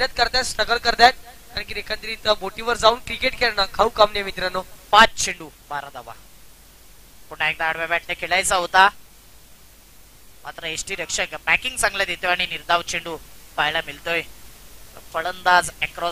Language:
Marathi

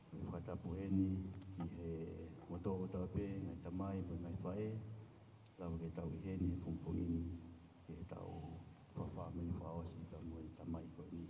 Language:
Tongan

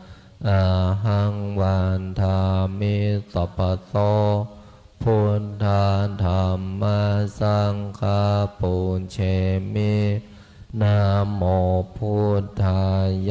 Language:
Pali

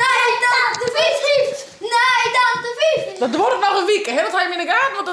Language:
Western Frisian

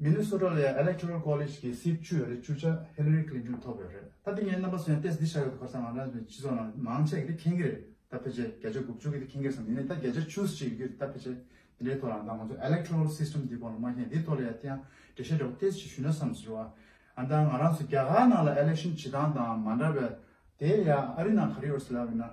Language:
Tibetan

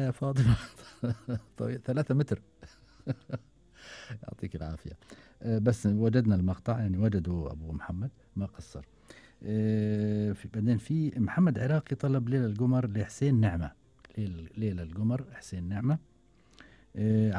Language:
Gulf Arabic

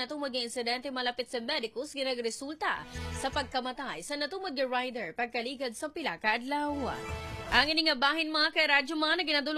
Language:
Hiligaynon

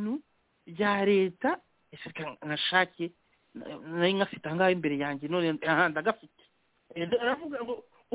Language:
Kinyarwanda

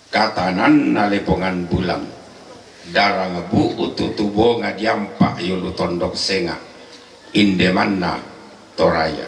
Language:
Toraja-Sa'dan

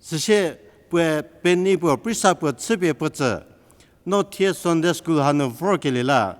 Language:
Angami Naga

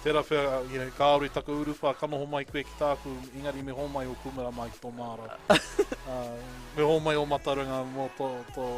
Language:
Māori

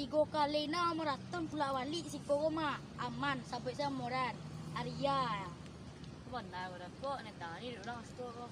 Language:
Minangkabau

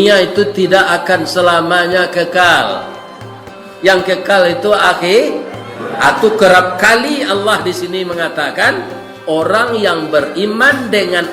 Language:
Minangkabau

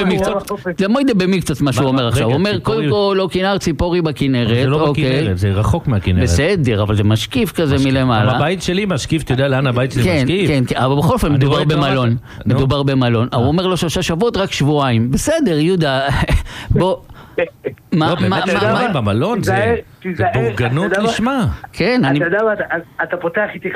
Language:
Hebrew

